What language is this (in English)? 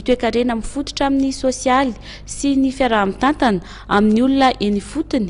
Malagasy